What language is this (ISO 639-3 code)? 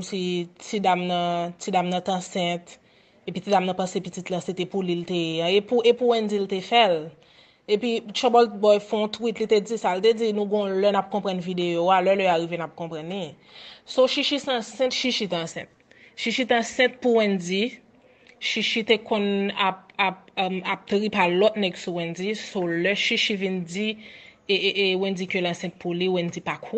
hat